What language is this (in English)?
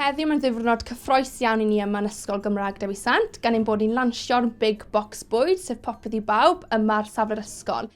Welsh